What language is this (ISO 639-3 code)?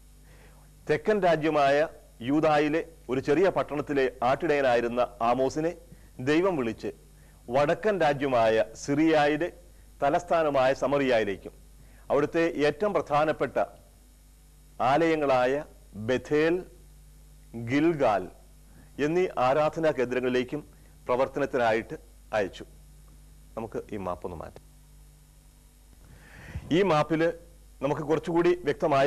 mal